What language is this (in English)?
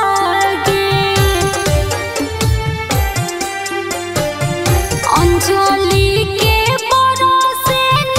Bhojpuri